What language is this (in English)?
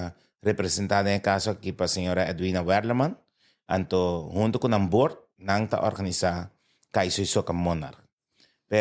Papiamento